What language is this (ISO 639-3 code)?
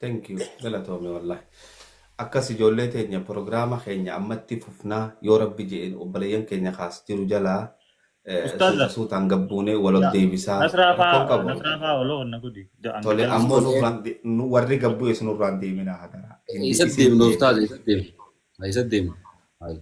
orm